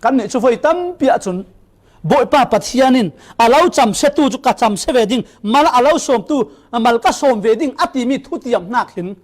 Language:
Falam Chin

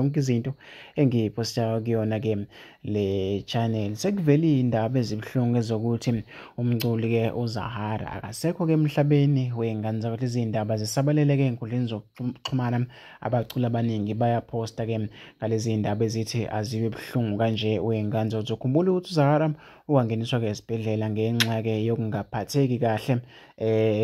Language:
Zulu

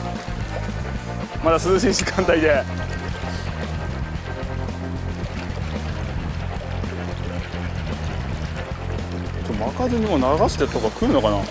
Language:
Japanese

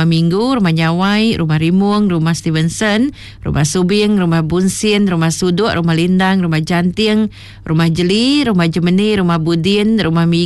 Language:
Iban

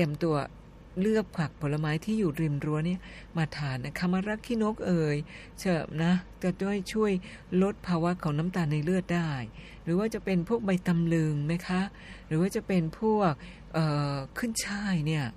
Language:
Thai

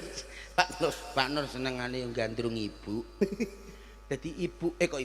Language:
Javanese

